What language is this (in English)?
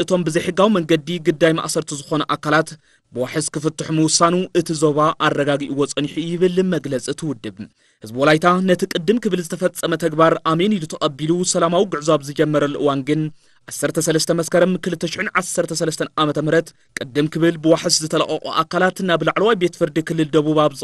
Tigrinya